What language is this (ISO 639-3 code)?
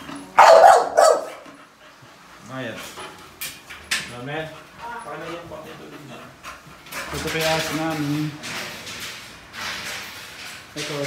fil